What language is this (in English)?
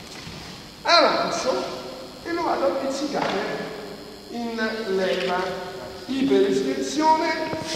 Italian